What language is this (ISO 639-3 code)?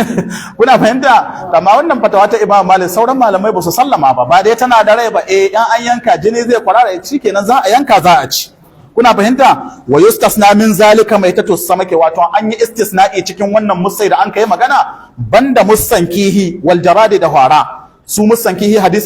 hau